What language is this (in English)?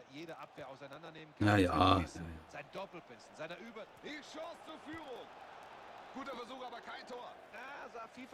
Bavarian